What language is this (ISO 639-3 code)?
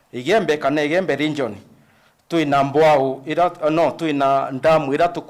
mer